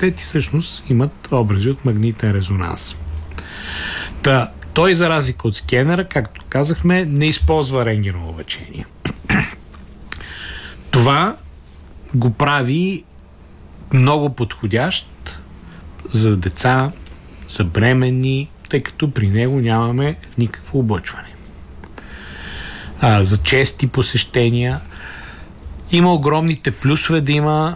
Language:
Bulgarian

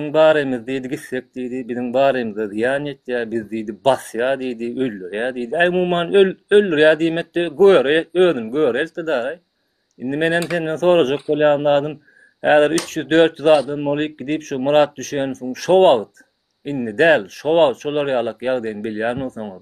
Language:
Turkmen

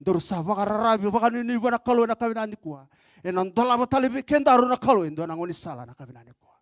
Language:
Fijian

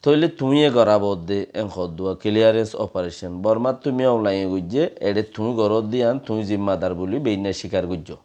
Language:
Rohingya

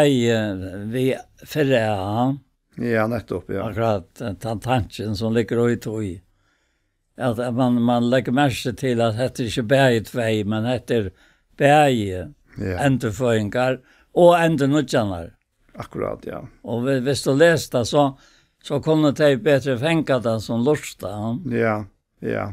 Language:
Faroese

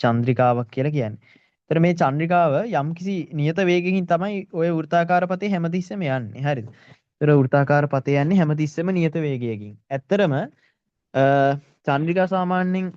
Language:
Sinhala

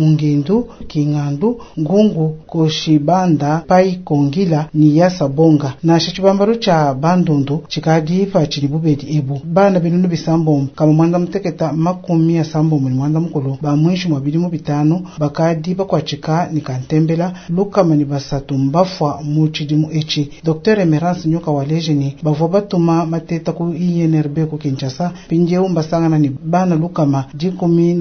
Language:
Luba-Lulua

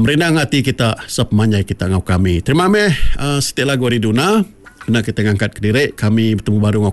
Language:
Iban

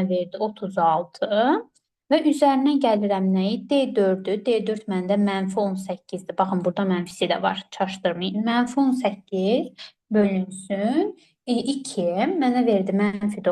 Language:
Azerbaijani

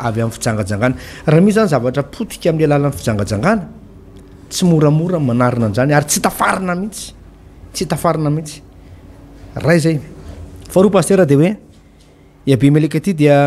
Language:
Malagasy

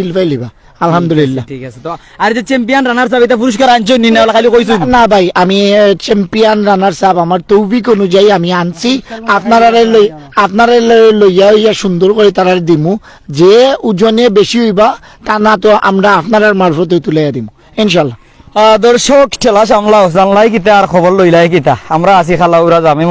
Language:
Sylheti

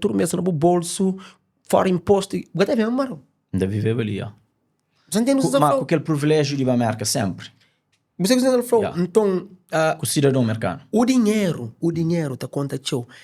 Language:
Kabuverdianu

